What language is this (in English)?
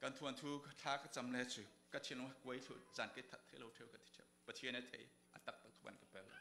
Falam Chin